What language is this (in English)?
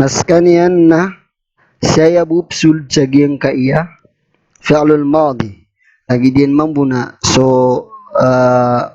Maranao